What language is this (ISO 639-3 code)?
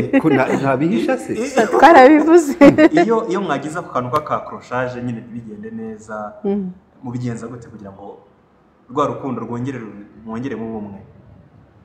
kin